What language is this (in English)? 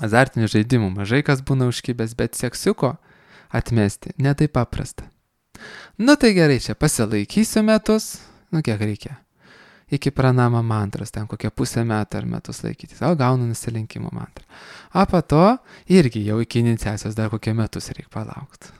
Lithuanian